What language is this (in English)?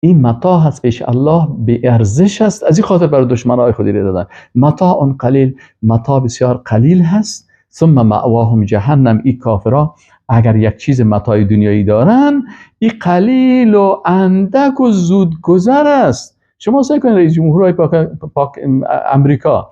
Persian